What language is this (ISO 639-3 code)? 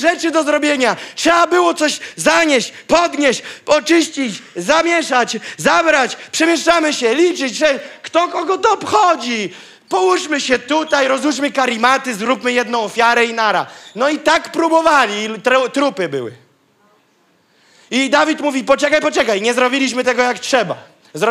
pol